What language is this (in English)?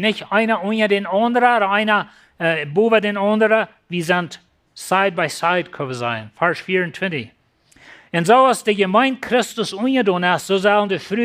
Plautdietsch